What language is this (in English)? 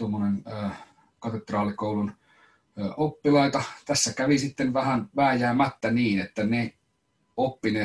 Finnish